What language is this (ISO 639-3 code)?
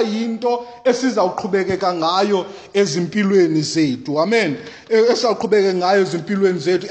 xho